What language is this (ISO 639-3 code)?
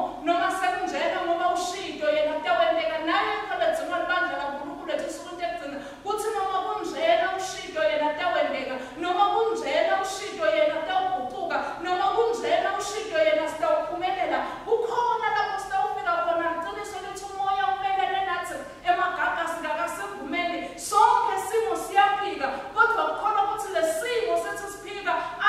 ssw